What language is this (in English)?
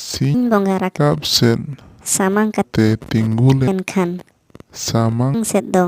Santali